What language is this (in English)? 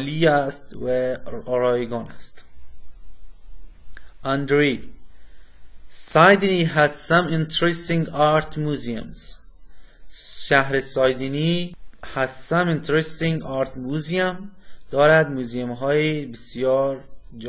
Persian